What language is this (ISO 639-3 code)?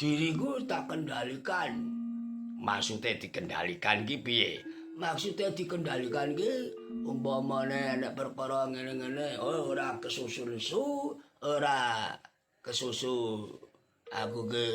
jav